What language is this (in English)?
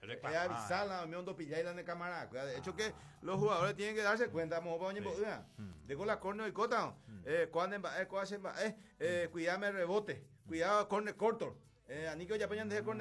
Guarani